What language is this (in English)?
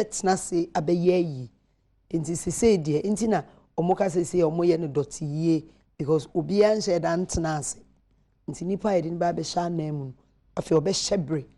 Akan